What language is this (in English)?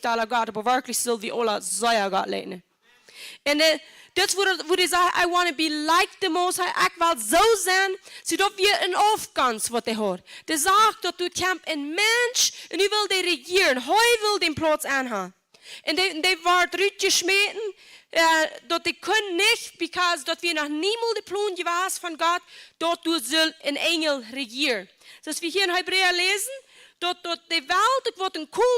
Plautdietsch